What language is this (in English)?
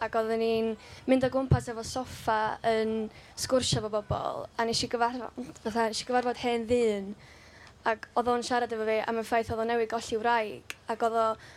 Welsh